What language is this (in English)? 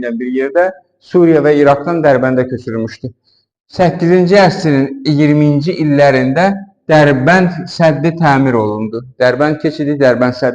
Azerbaijani